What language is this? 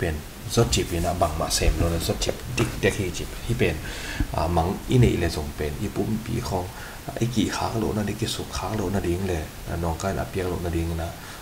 Tedim Chin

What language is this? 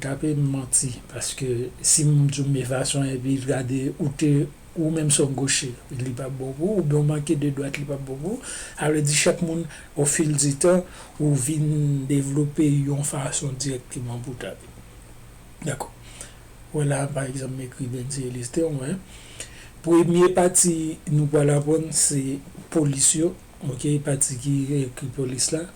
Haitian Creole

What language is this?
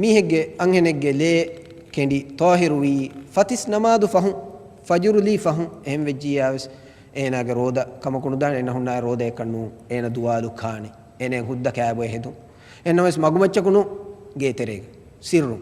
Divehi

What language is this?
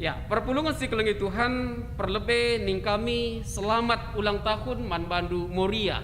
Batak Karo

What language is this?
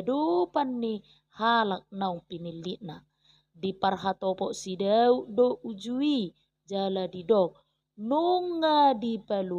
Batak Toba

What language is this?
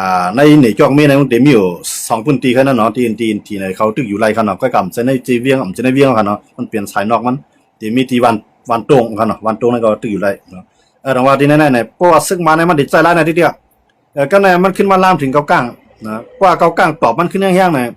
Shan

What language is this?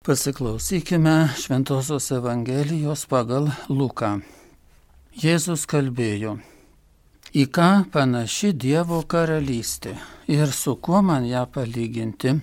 Lithuanian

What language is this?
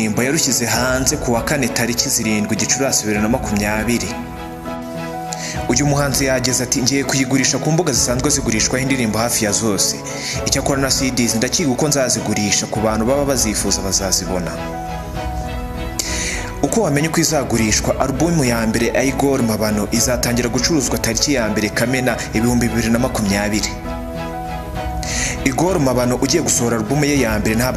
Kinyarwanda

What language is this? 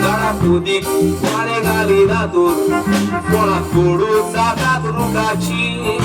Konkani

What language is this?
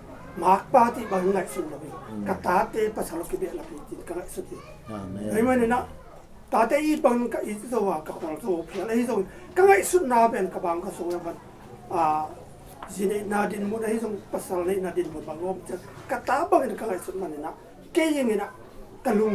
Tedim Chin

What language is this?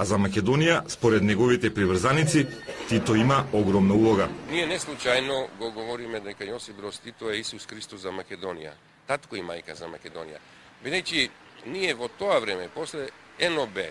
Macedonian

